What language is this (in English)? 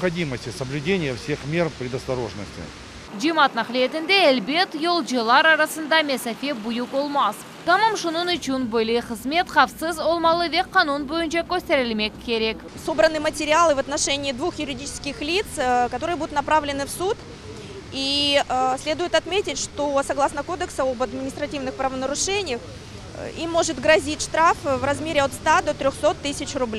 Crimean Tatar